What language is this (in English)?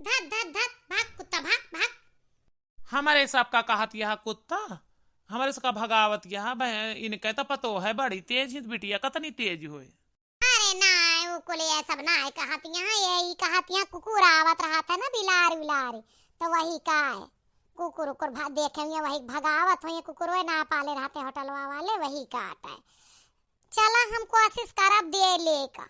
Awadhi